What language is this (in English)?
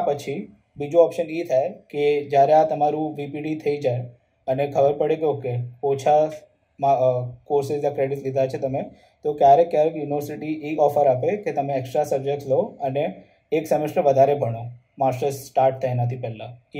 Gujarati